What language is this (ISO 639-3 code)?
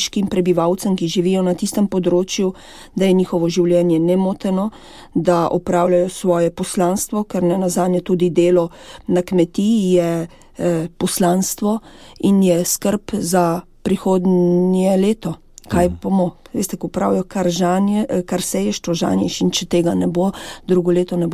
slv